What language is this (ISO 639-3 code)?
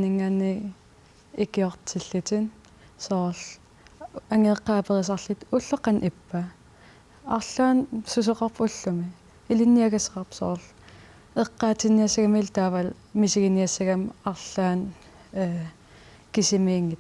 kal